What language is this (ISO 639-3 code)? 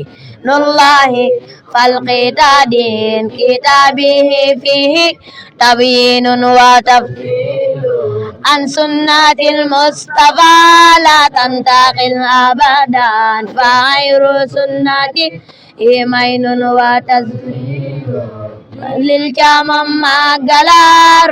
wol